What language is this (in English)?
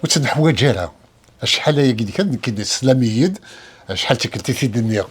Kabyle